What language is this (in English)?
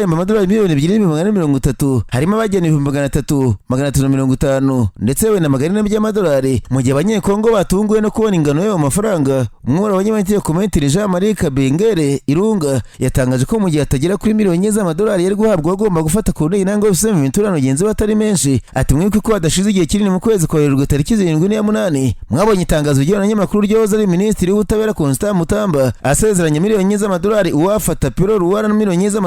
Kinyarwanda